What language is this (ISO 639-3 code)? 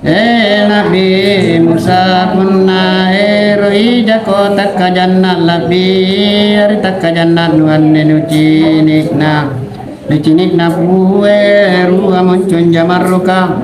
mak